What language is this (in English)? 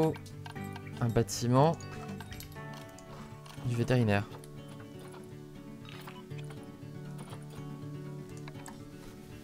French